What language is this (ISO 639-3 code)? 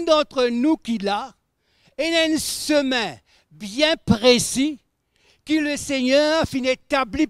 mfe